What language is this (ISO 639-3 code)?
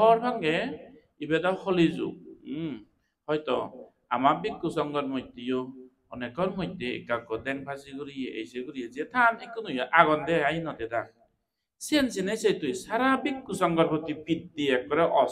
ccp